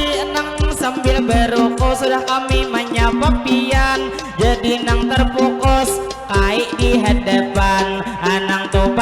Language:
Banjar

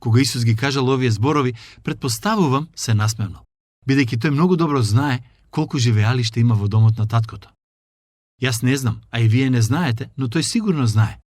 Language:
Macedonian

